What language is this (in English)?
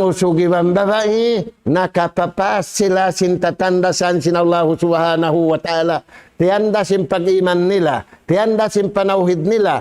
Tausug